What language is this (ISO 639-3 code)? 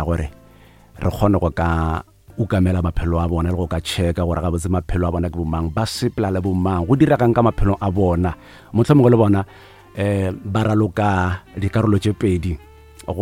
nso